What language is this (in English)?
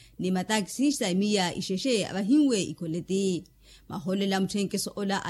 Makhuwa